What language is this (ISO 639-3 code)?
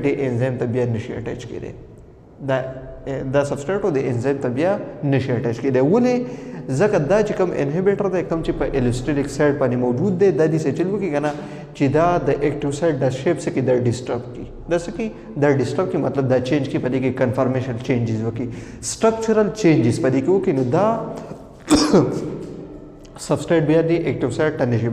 pus